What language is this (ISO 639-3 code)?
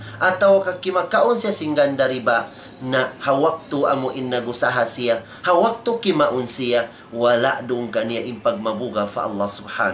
tsg